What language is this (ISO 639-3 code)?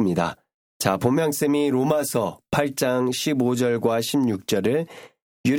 kor